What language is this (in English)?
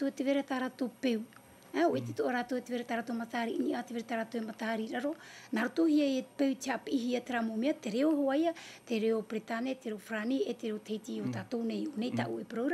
Tahitian